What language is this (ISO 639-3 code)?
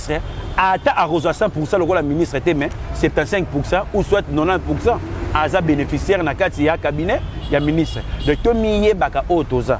lin